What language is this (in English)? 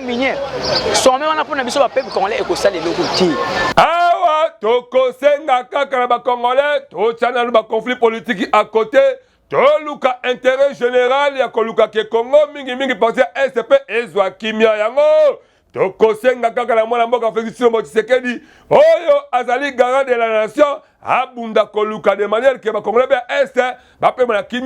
Lingala